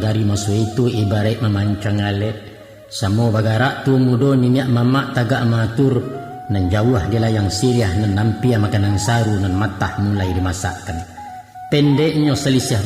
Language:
Minangkabau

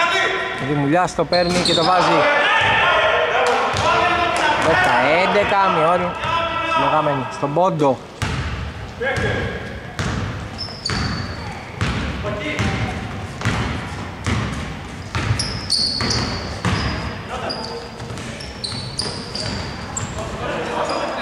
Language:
Greek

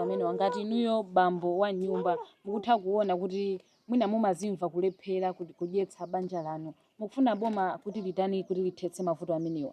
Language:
Nyanja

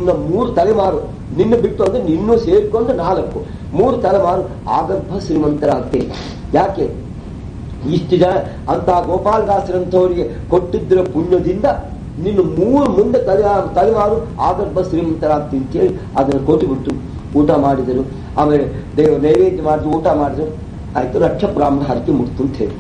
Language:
Kannada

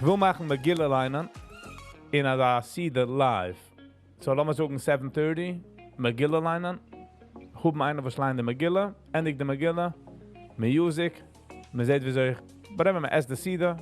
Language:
Yiddish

